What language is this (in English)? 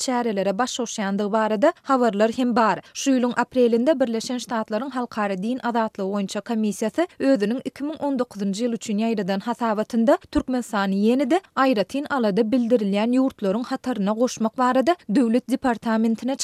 Turkmen